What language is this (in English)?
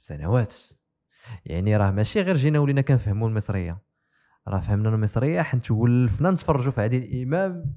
Moroccan Arabic